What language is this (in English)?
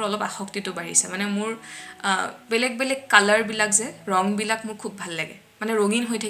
Assamese